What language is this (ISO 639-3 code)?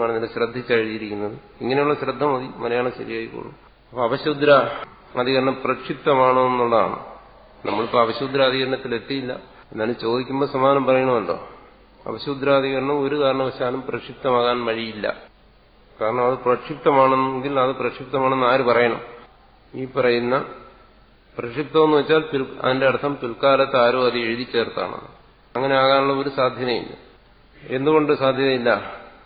mal